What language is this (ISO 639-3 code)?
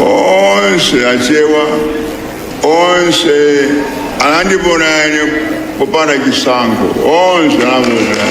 nya